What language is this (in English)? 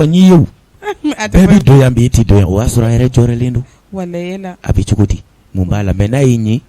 Bambara